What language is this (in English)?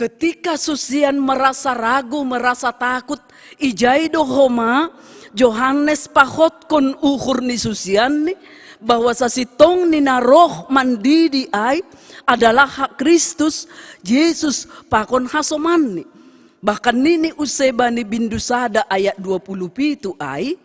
Batak Simalungun